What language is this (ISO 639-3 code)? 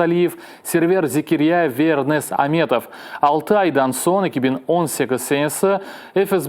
crh